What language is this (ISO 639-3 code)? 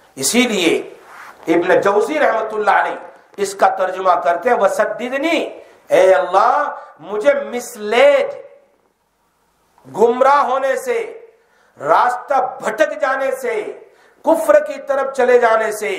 urd